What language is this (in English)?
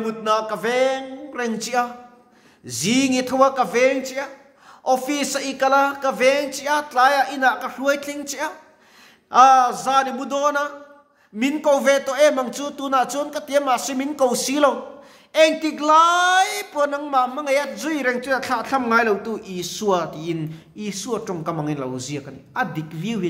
Mizo